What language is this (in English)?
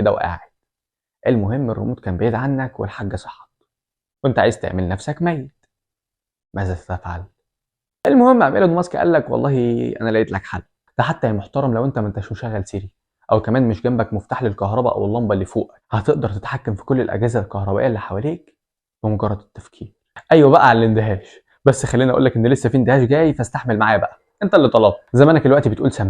Egyptian Arabic